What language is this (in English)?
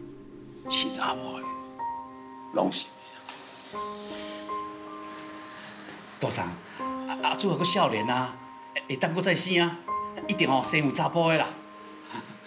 Min Nan Chinese